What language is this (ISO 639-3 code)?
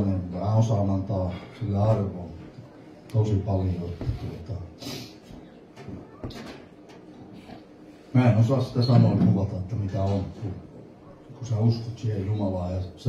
fin